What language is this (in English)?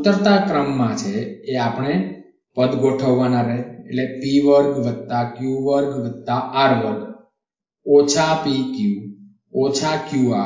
Gujarati